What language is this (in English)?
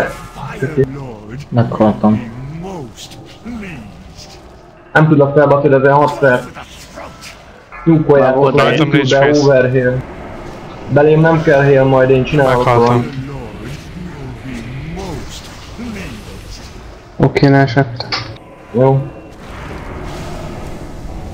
Hungarian